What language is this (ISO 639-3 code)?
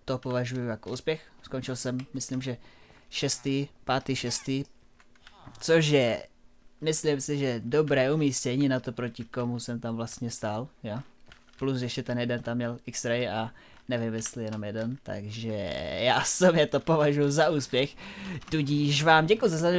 ces